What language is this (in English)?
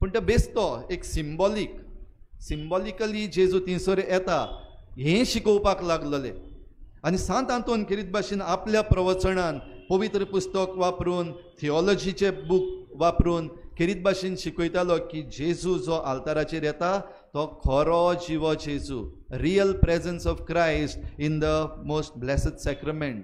Konkani